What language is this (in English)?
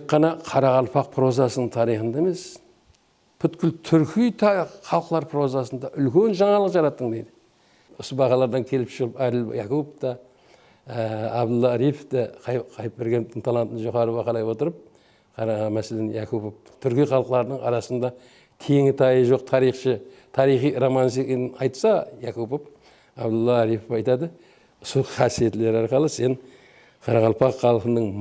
Kara-Kalpak